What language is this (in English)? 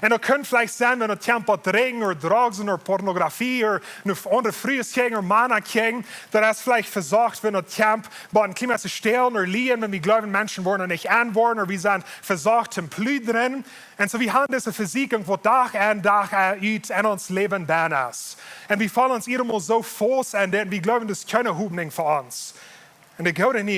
Plautdietsch